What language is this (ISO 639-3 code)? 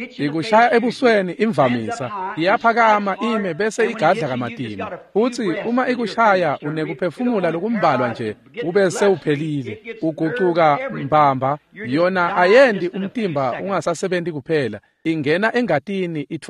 ssw